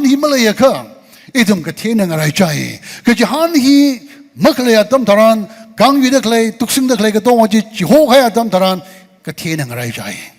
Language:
Tangkhul Naga (India)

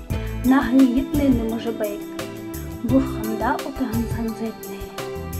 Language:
Buriat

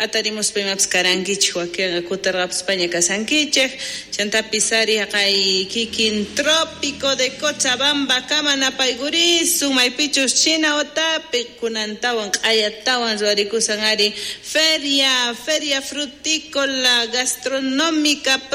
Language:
South Bolivian Quechua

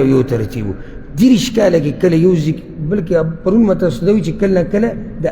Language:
Pashto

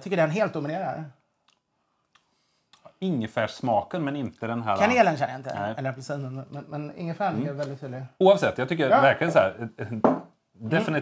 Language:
Swedish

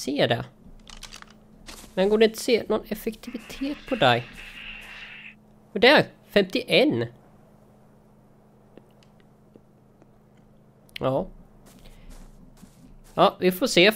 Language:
Swedish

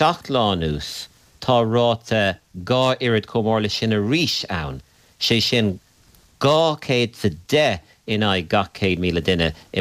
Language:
Irish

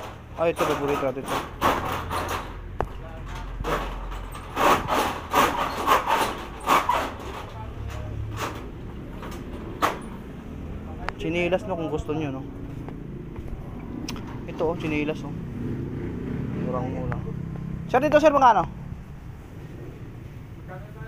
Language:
Filipino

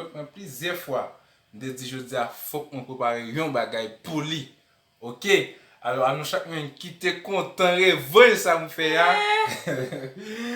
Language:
Haitian Creole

